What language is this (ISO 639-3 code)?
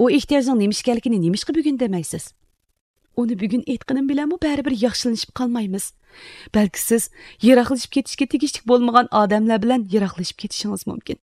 uig